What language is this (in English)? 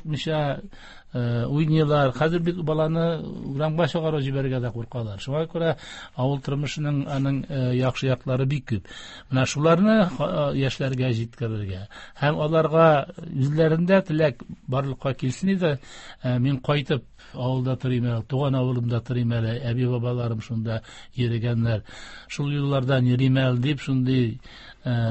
Tatar